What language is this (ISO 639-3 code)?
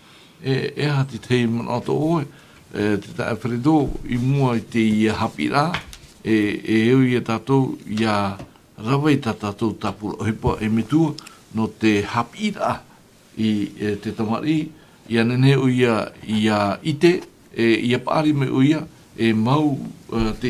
tah